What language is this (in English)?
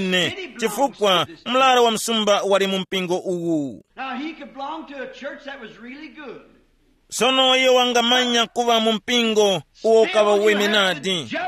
Tumbuka